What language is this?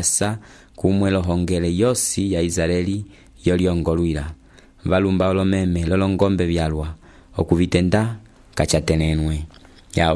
Umbundu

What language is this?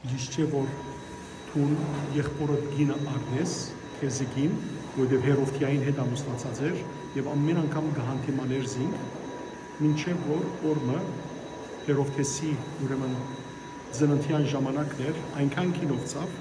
Western Armenian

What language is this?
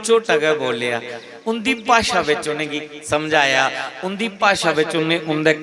Dogri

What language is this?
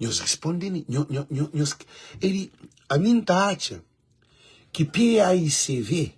Kabuverdianu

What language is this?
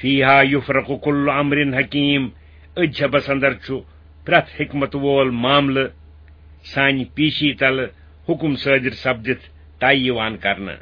Kashmiri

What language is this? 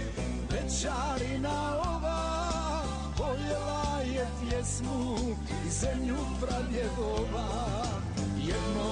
Croatian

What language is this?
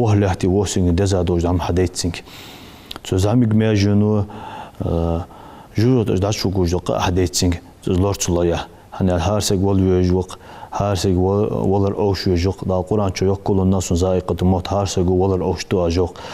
Ingush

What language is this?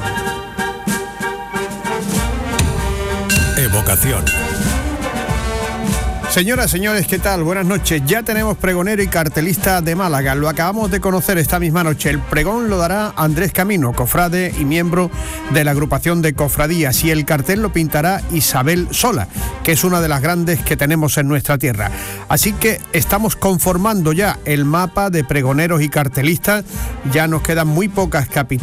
Spanish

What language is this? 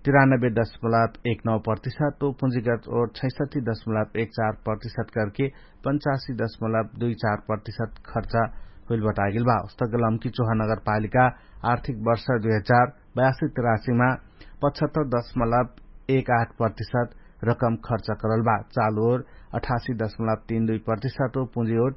Dangaura Tharu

